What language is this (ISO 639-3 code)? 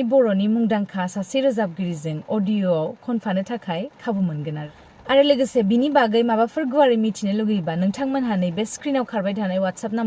brx